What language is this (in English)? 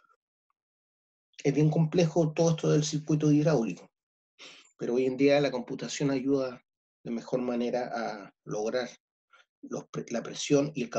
Spanish